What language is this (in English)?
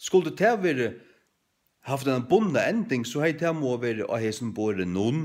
Faroese